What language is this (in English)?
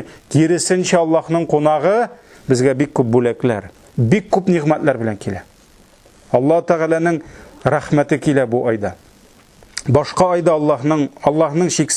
Tatar